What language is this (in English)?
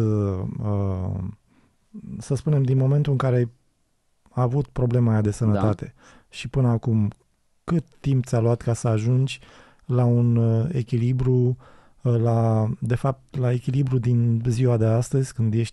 Romanian